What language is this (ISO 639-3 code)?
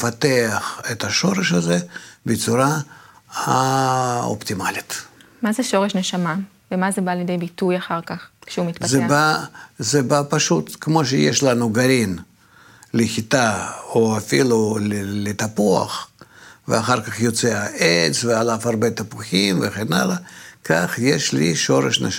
heb